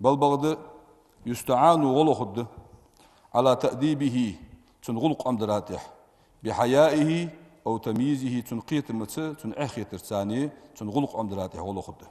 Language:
Ingush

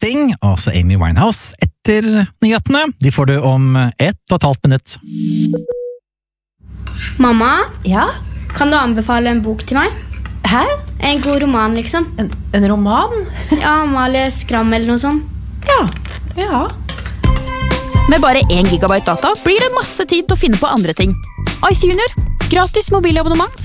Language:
Norwegian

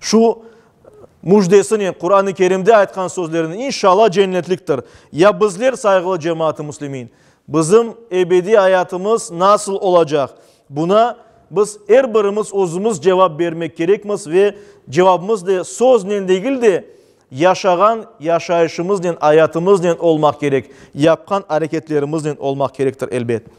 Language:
Crimean Tatar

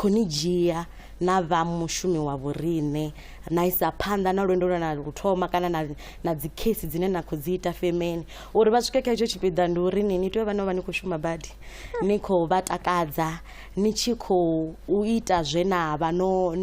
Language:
Venda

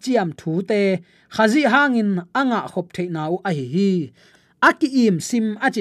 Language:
Tedim Chin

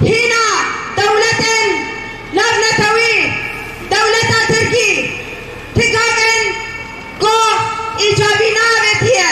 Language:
Kurdish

